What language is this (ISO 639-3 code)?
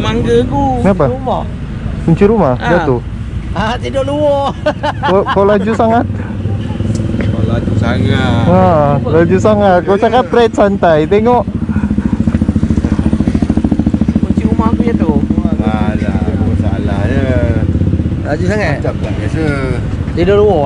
msa